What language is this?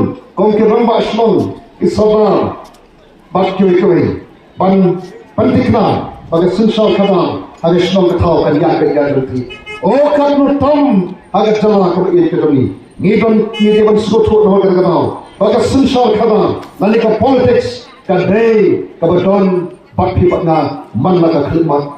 Khasi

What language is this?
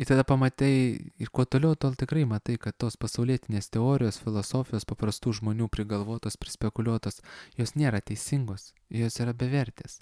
Lithuanian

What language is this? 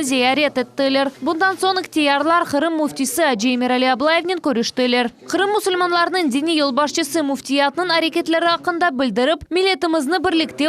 Crimean Tatar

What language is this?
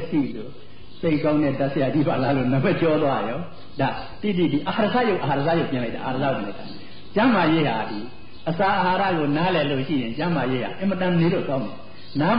Burmese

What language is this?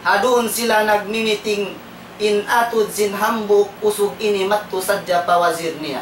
Tausug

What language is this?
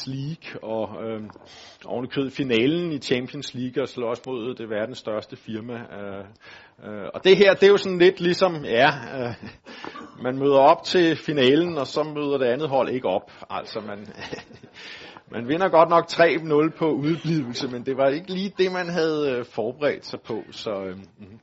Danish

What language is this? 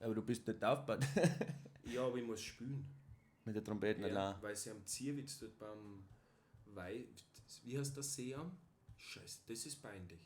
Bavarian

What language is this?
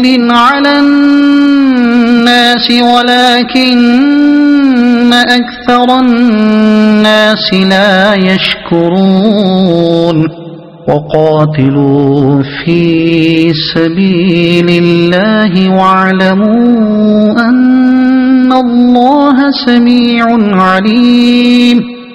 Arabic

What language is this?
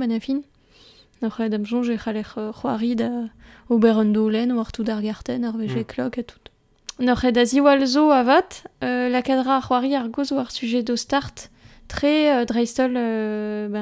Breton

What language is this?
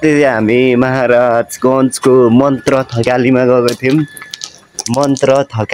Nepali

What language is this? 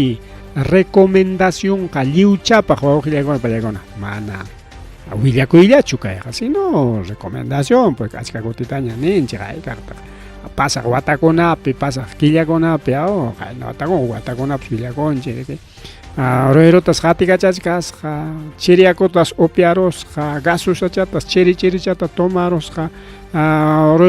Ayacucho Quechua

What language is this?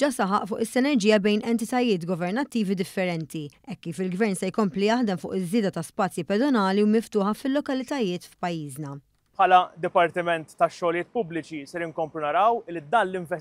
Maltese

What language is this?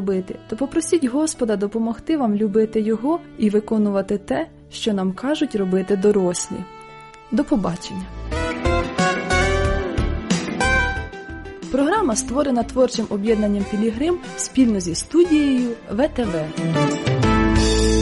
Ukrainian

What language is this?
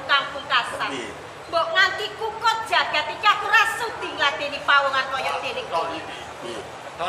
Javanese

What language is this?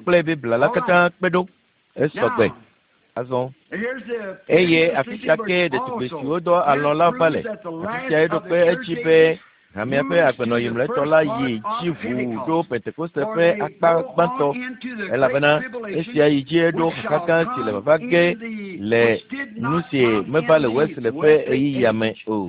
Ewe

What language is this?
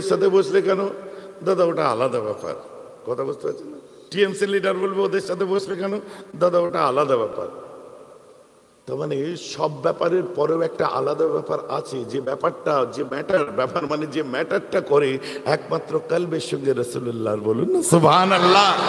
Bangla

